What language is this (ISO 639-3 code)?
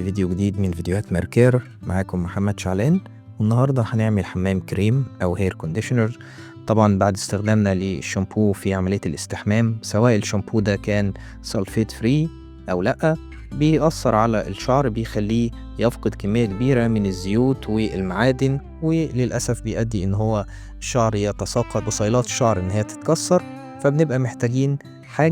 arz